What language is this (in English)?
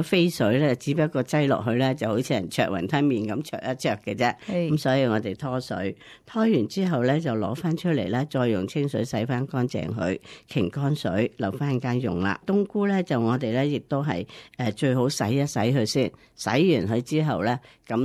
Cantonese